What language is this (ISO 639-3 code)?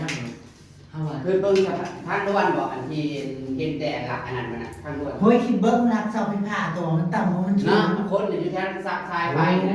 tts